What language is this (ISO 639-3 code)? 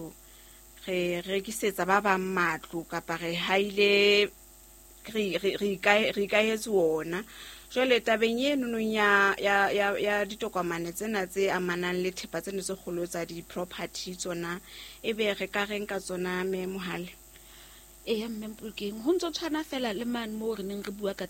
sot